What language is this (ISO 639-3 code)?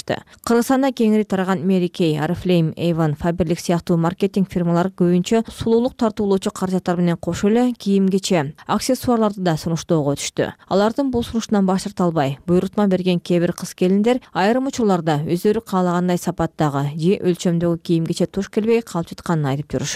kir